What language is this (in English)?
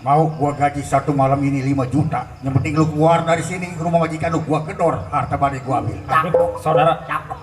Betawi